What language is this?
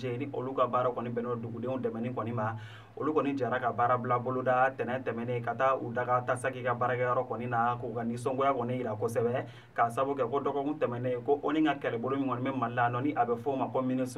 Bambara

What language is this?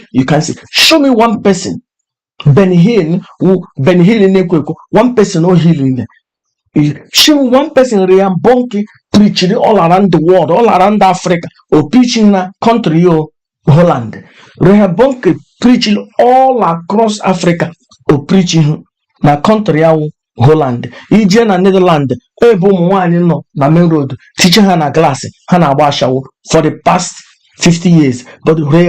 Igbo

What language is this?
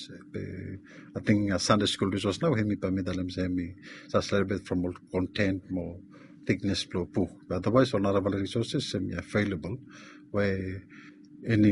Bislama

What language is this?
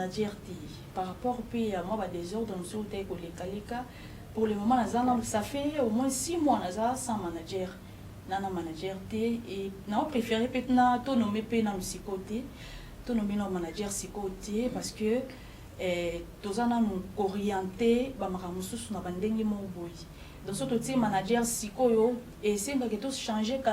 Lingala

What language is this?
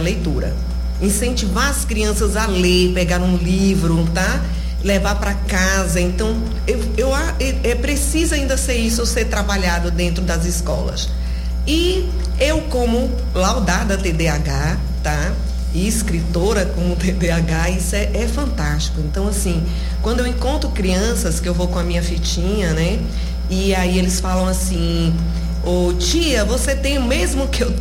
Portuguese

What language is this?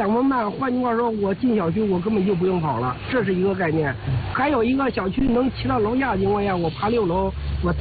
Chinese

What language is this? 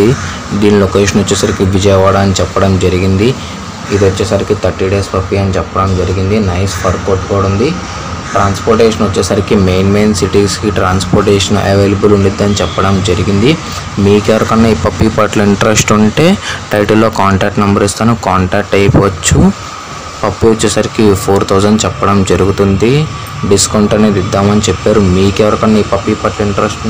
Telugu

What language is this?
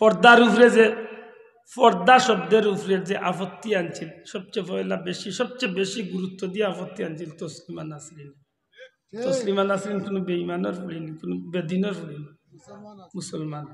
Sylheti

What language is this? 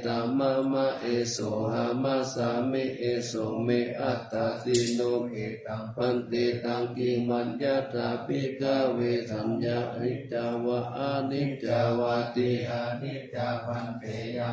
Pali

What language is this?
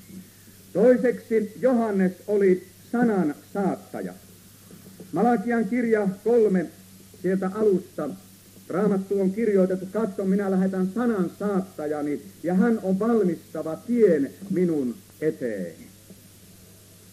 Finnish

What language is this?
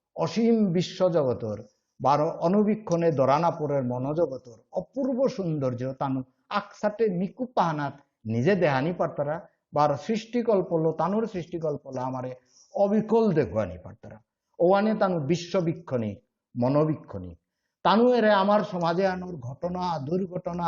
Bishnupriya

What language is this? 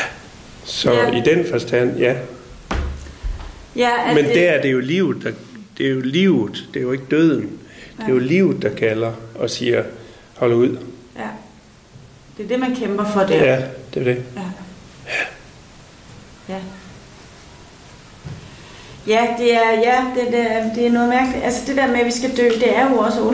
Danish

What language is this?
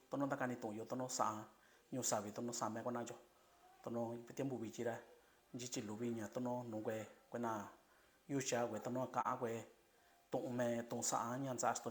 Mixtepec Mixtec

